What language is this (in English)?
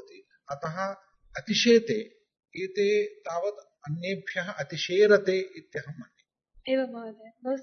Sanskrit